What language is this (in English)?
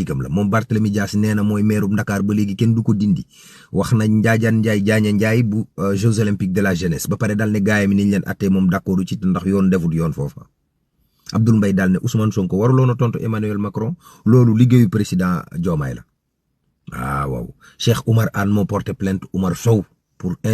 Wolof